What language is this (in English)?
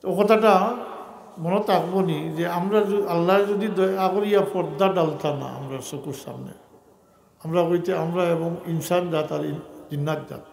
Sylheti